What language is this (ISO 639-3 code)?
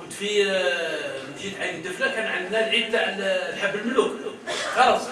kab